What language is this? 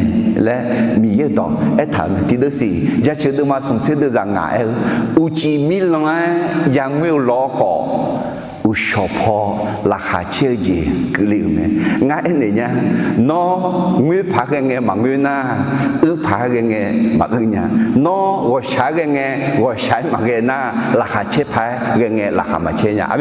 Akha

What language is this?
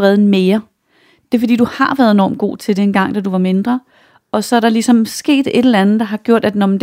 Danish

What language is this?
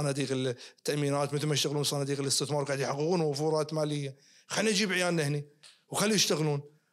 Najdi Arabic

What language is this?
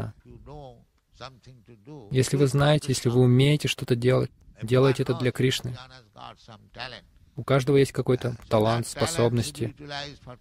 Russian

